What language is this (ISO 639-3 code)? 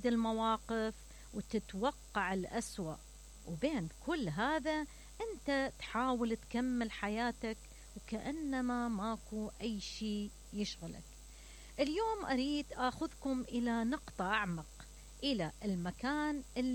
acm